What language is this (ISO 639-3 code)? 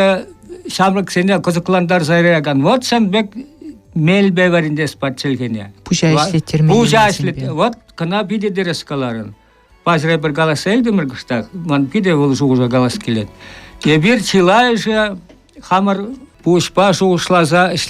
chv